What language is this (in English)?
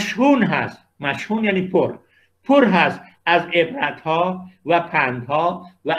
Persian